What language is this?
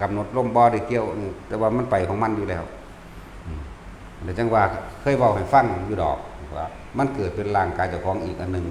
Northeastern Thai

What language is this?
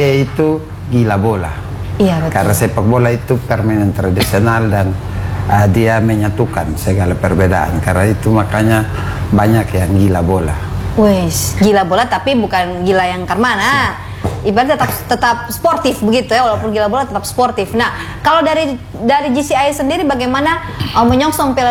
Indonesian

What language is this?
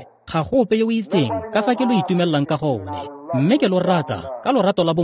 Tswana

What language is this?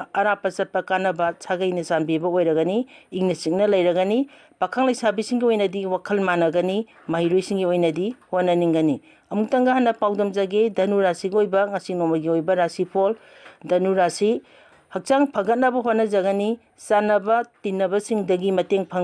Manipuri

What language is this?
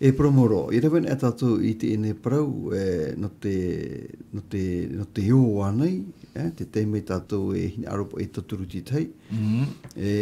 Tahitian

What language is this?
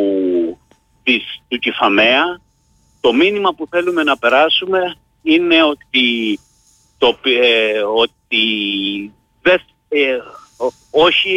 Greek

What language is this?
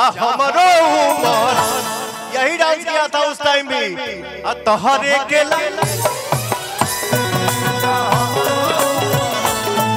Bhojpuri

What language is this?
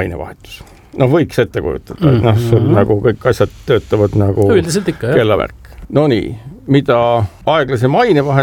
Estonian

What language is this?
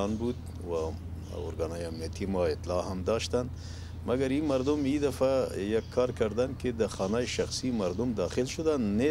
Persian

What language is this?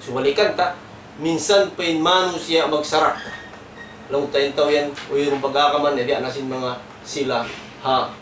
Tausug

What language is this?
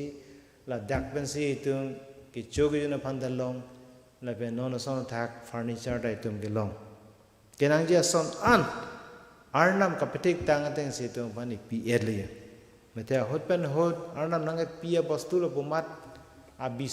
Karbi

